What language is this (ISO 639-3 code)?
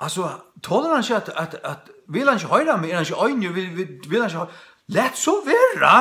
fao